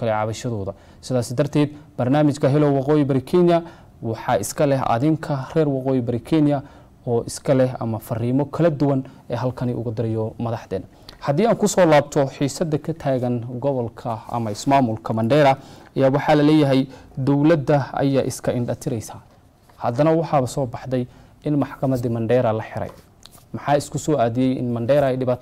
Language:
Somali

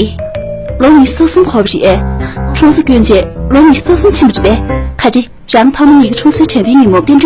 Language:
Tibetan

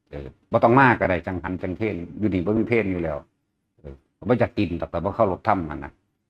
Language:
Northeastern Thai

